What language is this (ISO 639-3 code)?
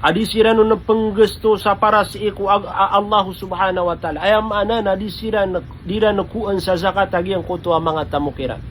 mrw